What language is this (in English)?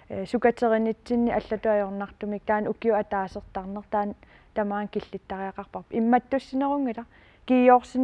Kalaallisut